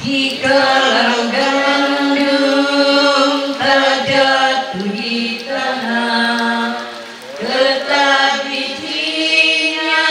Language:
Toraja-Sa'dan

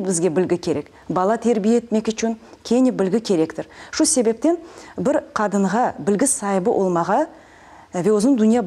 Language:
Crimean Tatar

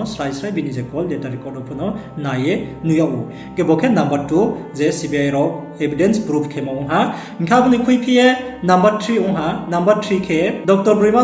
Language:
Riang (India)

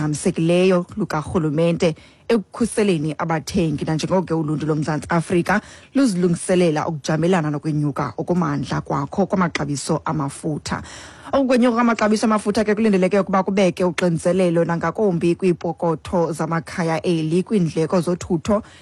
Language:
Xhosa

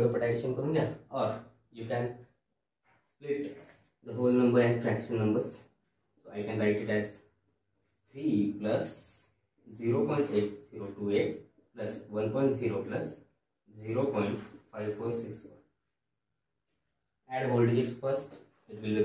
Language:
Marathi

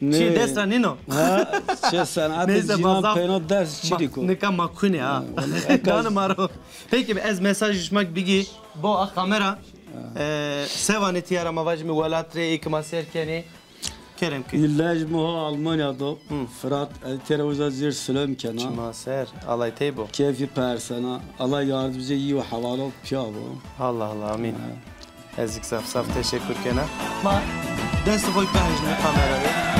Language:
Zaza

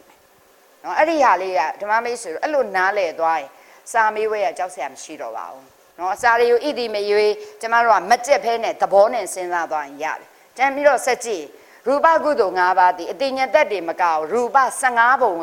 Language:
Burmese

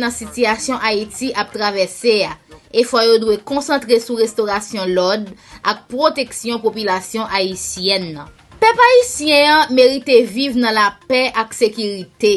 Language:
Haitian Creole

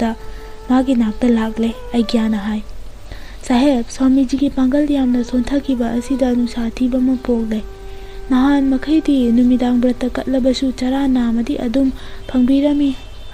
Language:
Manipuri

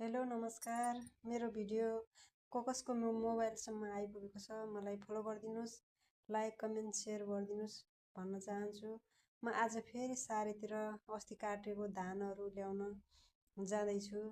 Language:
Nepali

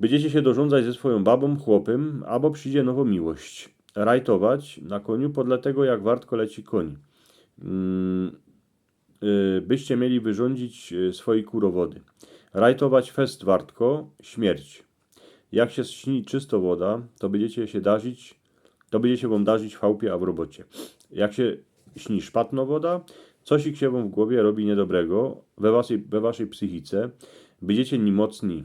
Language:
Silesian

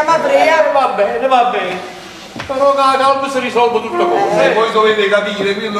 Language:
Neapolitan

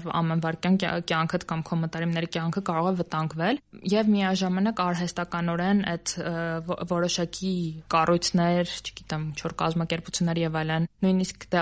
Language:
Armenian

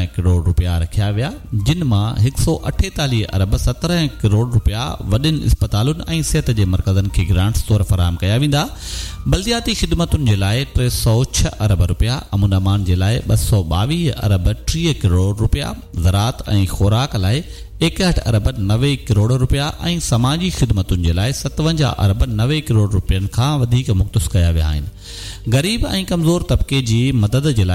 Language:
Sindhi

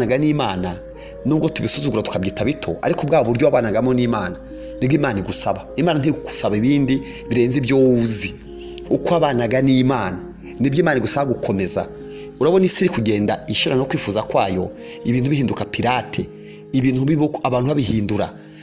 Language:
Kinyarwanda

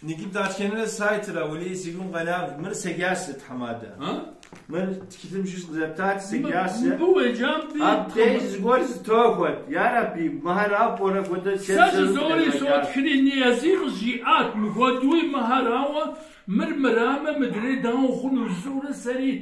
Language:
Kabardian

